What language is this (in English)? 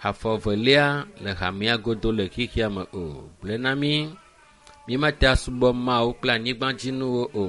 Ewe